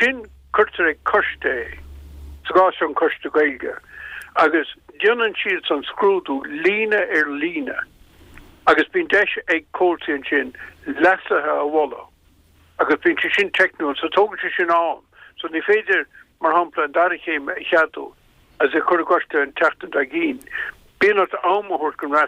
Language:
Irish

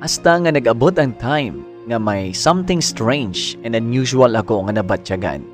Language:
Hiligaynon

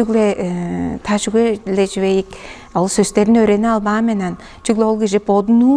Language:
Tuvinian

